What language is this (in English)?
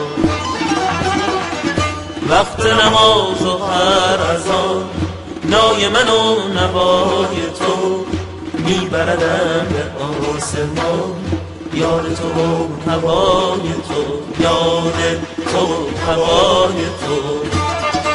Persian